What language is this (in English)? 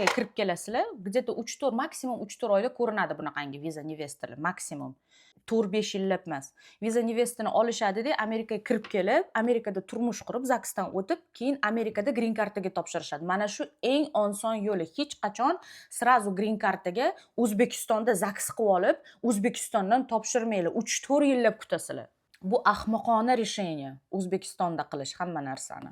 Uzbek